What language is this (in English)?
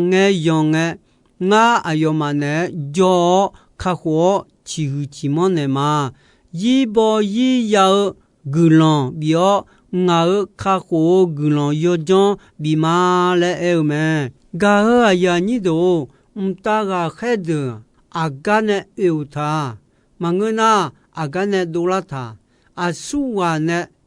Akha